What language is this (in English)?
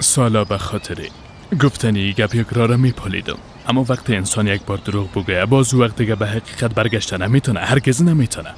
Persian